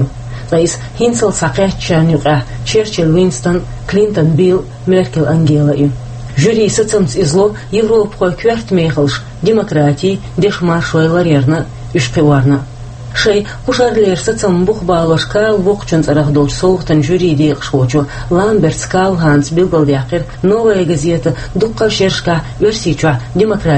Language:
Chechen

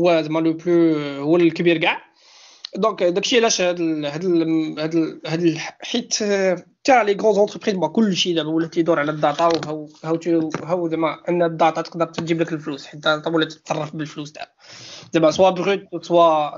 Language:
Moroccan Arabic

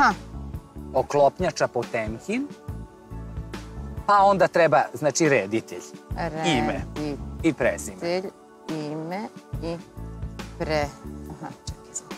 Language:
Serbian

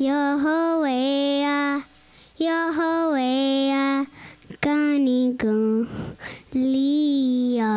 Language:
Mohawk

